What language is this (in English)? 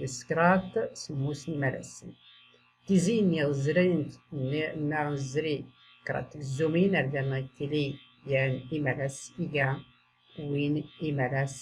Tachelhit